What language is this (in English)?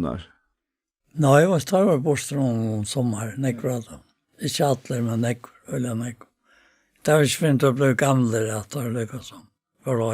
Faroese